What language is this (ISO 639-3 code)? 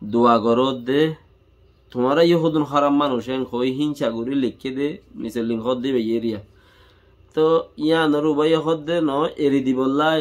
rhg